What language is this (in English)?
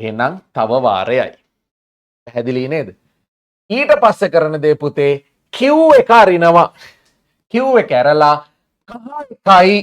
Sinhala